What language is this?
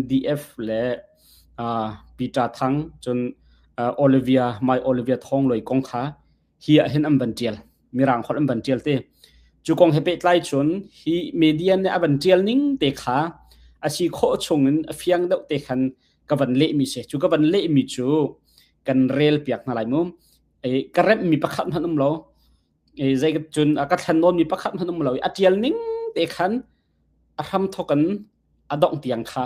Hakha Chin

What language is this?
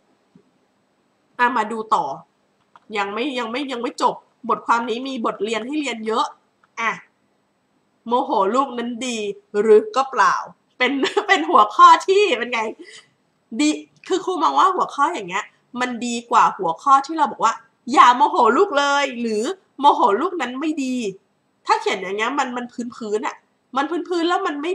Thai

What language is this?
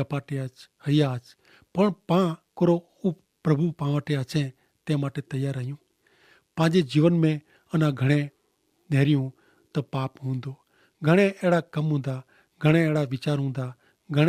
Kachhi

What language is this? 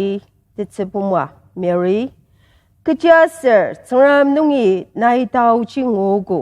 Ao Naga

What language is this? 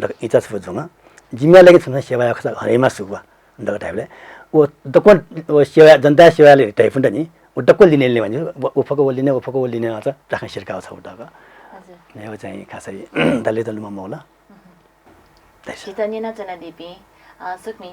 Newari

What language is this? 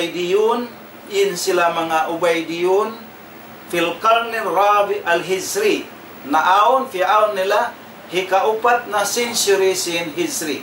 Tausug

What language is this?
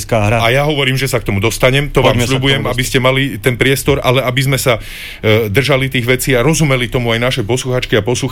Slovak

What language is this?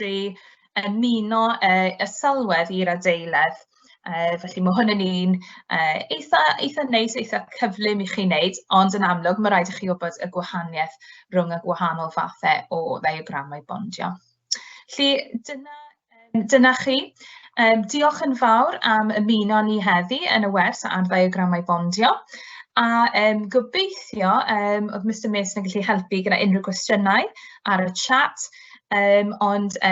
Welsh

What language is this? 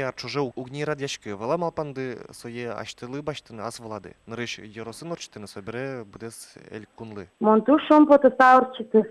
Udmurt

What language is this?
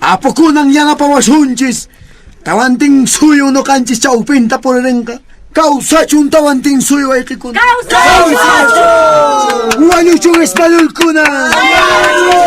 Quechua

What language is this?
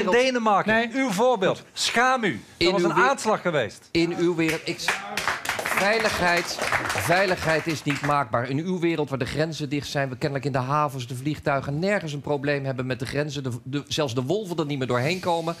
Dutch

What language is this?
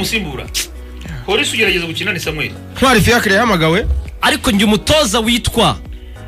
Kinyarwanda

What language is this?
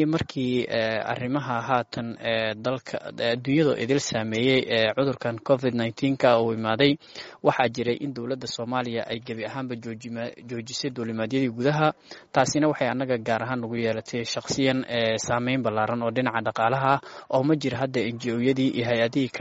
Somali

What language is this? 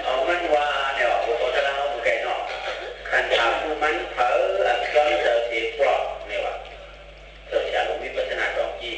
Shan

